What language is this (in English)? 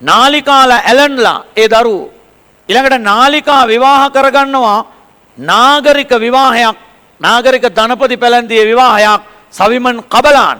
Sinhala